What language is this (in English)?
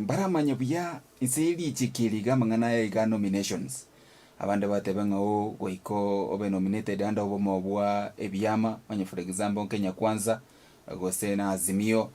Gusii